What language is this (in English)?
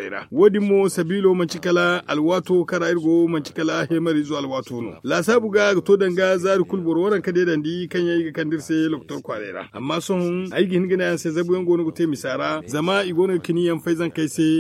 Zarma